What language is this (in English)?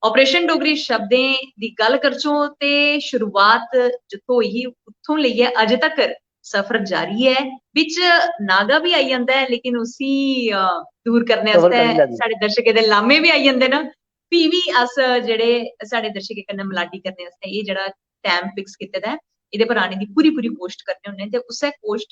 Dogri